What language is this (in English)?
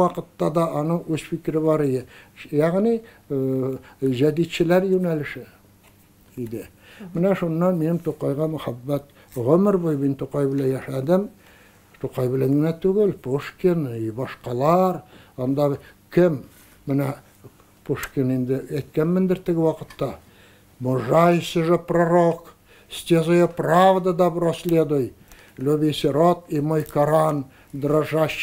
Tatar